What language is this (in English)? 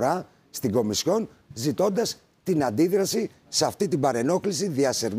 Greek